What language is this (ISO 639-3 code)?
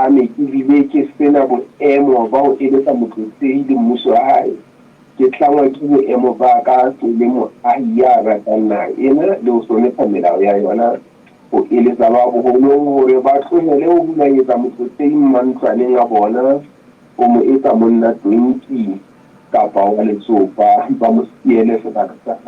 sot